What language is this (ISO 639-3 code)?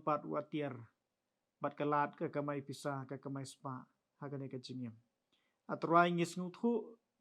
kha